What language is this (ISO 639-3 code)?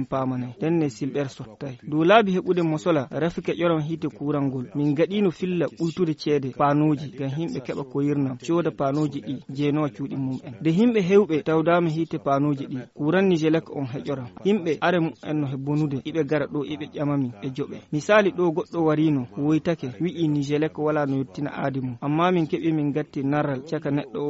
ful